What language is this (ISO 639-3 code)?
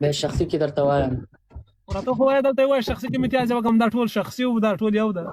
pus